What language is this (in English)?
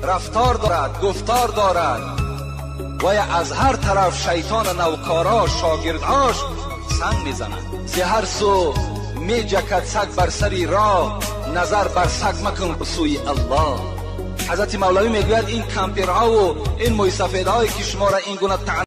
Tajik